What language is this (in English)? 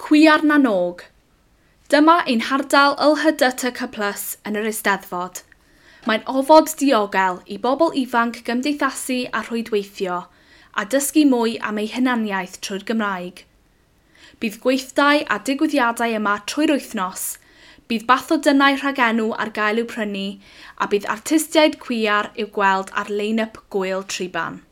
Welsh